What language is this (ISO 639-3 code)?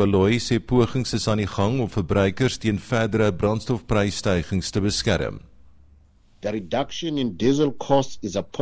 afr